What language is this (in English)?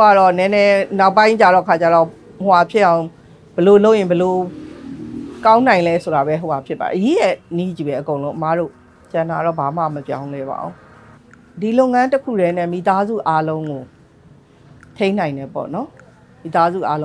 Burmese